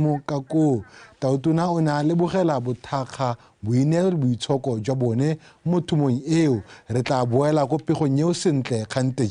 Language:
Tswana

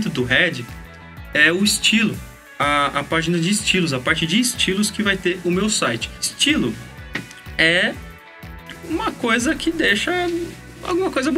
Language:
Portuguese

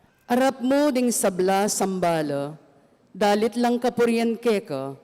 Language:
Pampanga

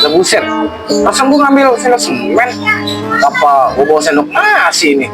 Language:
Betawi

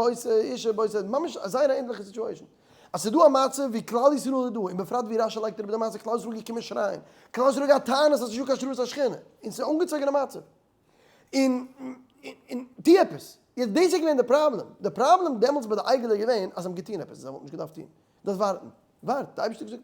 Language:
Yiddish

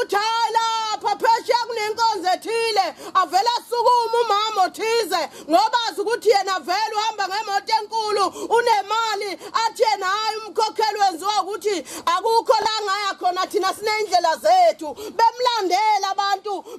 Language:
Zulu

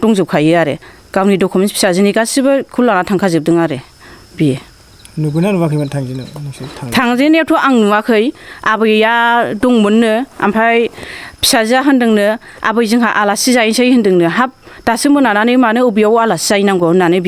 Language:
Bodo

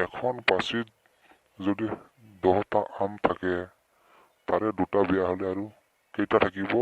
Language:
Assamese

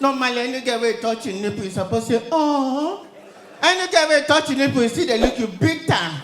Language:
Nigerian Pidgin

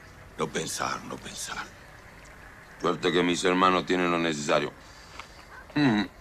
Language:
Spanish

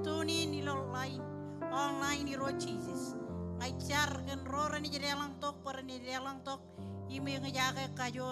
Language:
Marshallese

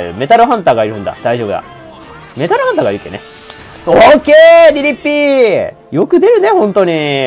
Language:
Japanese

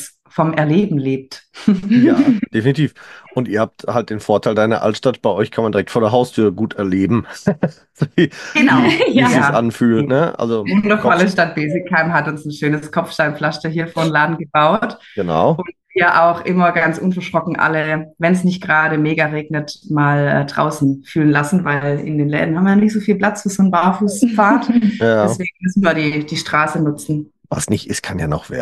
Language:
German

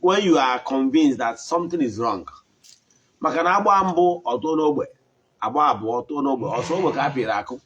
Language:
Igbo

